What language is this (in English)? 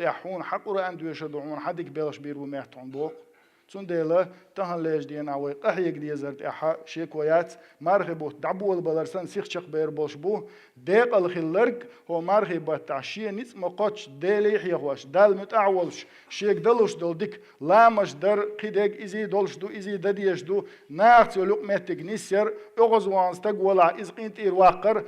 Chechen